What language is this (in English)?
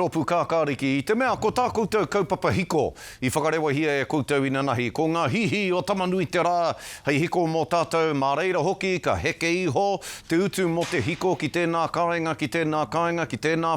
Māori